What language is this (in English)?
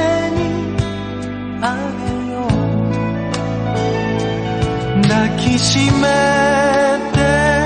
Japanese